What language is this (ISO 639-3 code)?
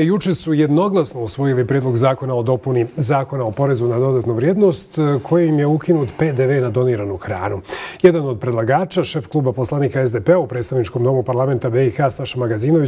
bos